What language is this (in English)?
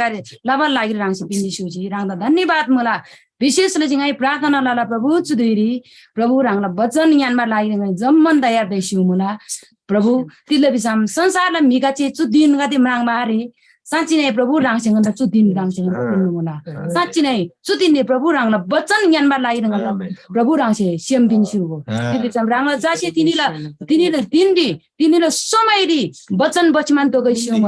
Eastern Tamang